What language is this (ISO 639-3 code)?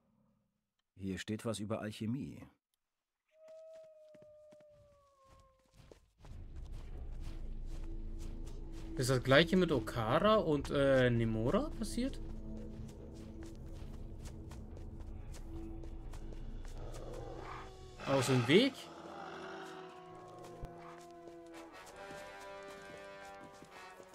deu